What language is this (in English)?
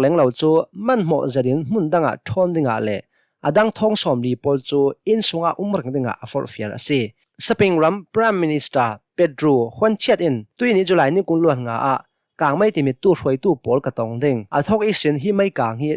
Hakha Chin